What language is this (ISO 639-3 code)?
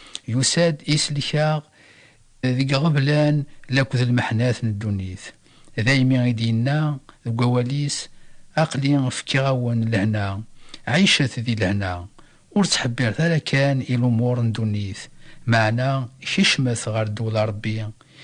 kab